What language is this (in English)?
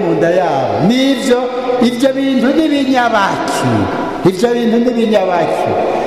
Rundi